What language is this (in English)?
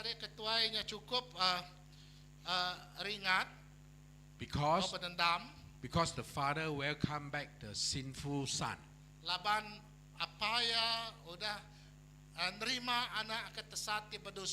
Iban